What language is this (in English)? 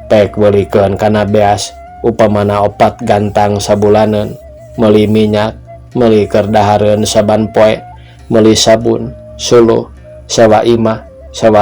Sundanese